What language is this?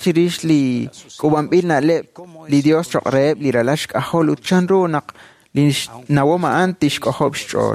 Kekchí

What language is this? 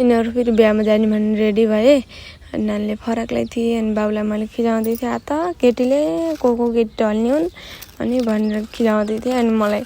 Nepali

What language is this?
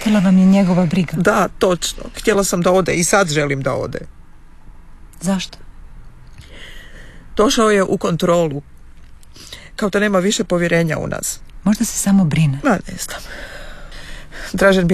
Croatian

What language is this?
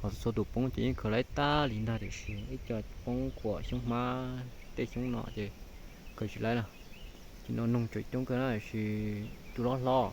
Hmong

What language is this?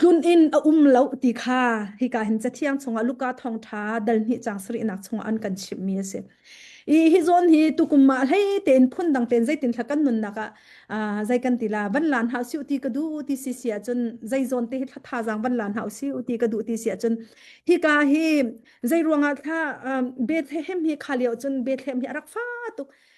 Hakha Chin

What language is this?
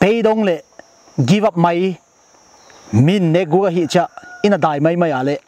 Paite Chin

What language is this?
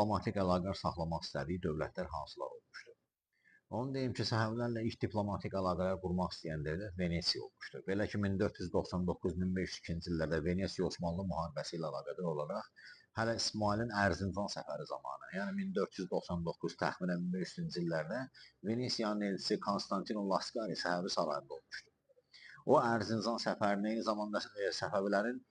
Azerbaijani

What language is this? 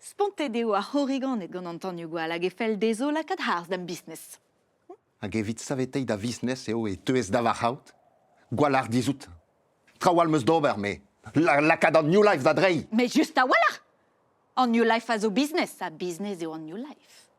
Breton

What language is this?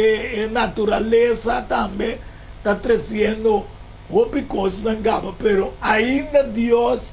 Papiamento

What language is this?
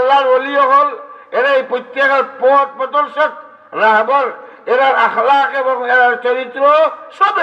Sylheti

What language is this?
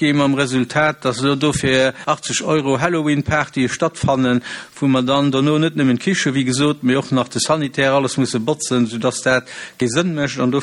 Luxembourgish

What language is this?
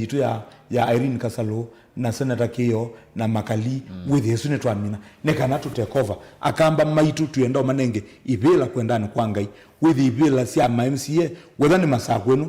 Kamba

